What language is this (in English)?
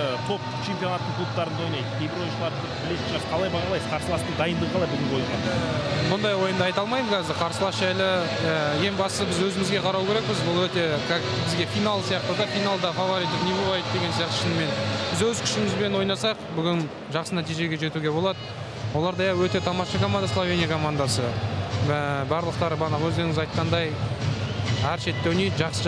Kazakh